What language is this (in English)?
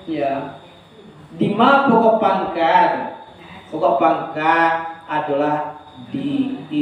Minangkabau